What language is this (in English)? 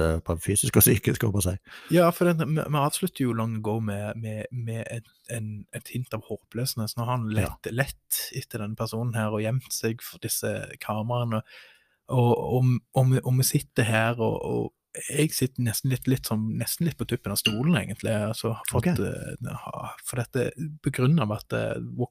Norwegian